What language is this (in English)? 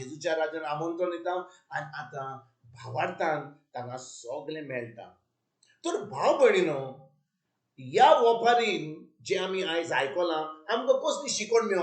Konkani